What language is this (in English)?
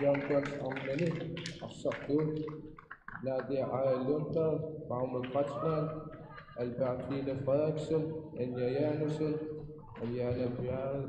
Kalaallisut